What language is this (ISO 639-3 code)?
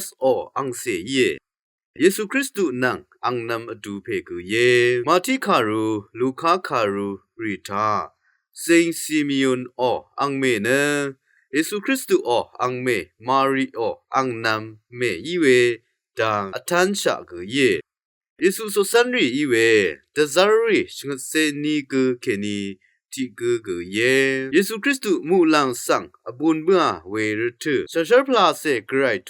raw